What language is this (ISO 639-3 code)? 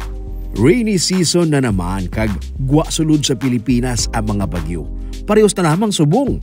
hil